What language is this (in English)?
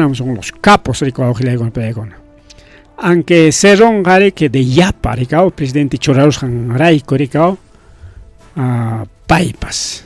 Ayacucho Quechua